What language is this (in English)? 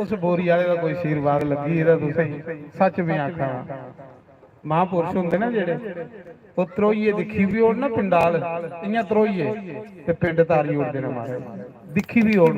Dogri